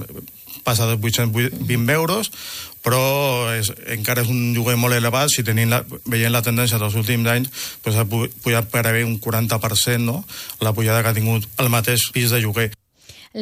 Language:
Catalan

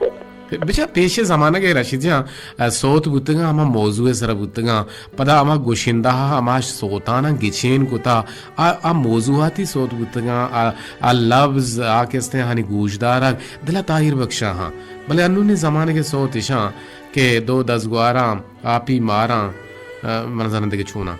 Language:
Baluchi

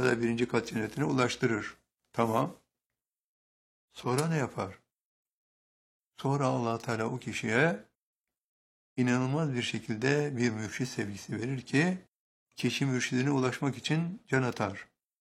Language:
Turkish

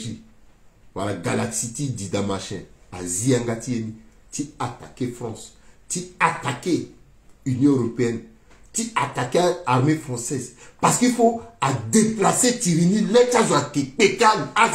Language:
Sango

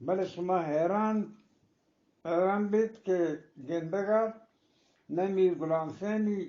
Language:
Eastern Balochi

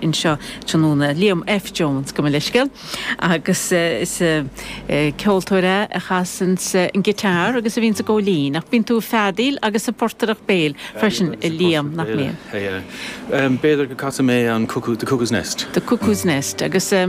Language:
Irish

